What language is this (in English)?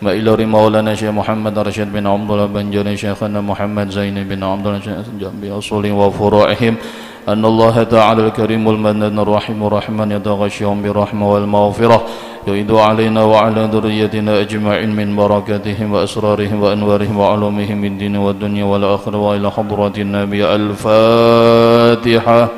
Banjar